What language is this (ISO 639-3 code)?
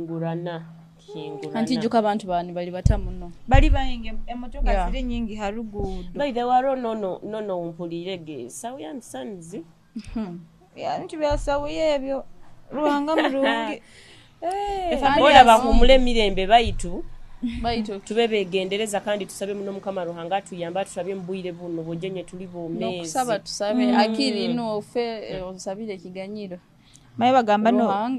nyo